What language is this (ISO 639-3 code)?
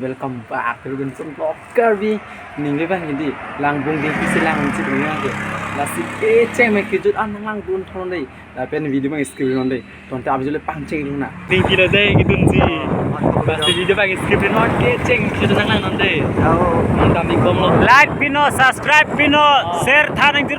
mjw